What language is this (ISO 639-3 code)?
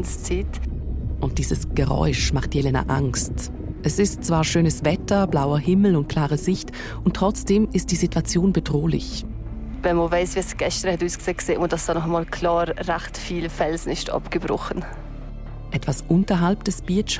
gsw